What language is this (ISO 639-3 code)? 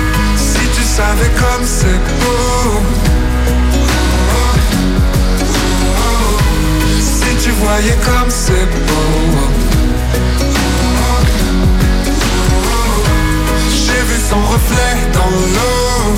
fra